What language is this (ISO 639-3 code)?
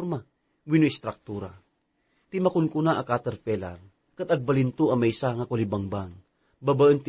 ilo